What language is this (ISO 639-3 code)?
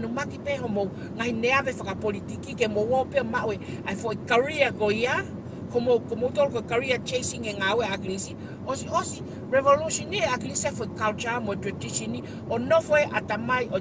ton